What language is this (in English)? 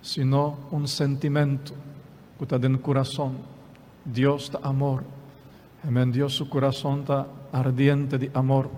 Papiamento